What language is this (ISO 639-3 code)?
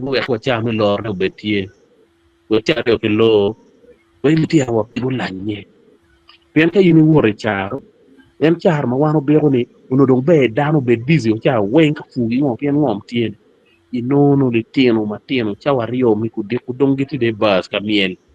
ach